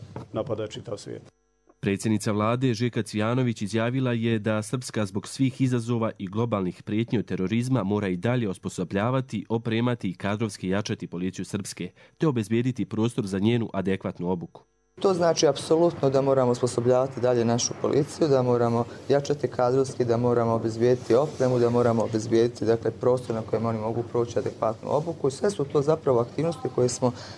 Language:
Croatian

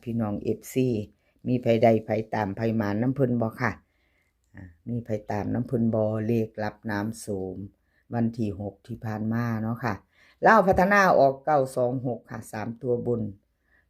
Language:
Northeastern Thai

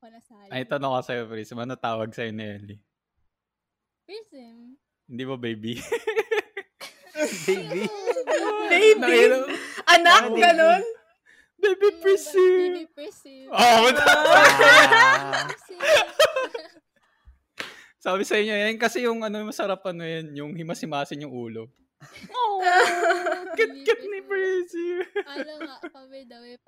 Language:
Filipino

